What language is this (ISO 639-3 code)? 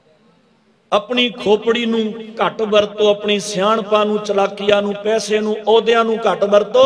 pan